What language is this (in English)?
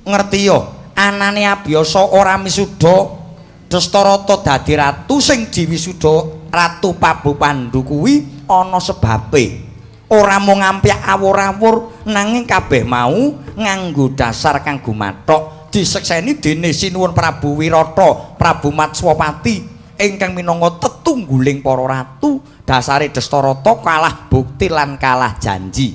Javanese